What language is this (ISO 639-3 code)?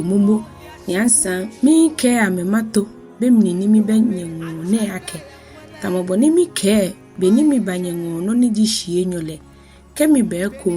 gaa